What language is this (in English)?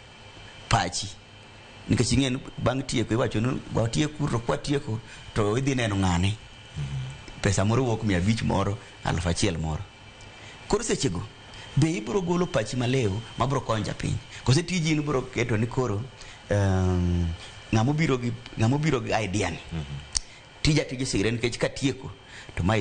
Luo (Kenya and Tanzania)